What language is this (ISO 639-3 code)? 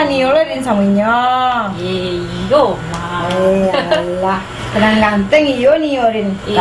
min